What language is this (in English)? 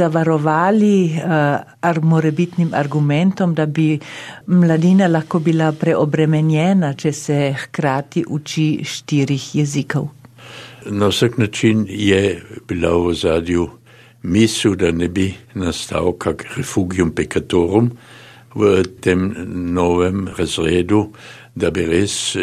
Slovenian